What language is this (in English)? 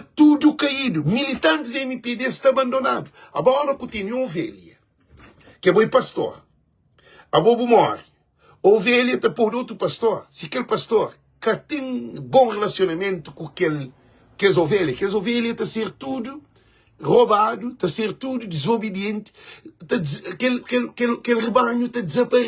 Kabuverdianu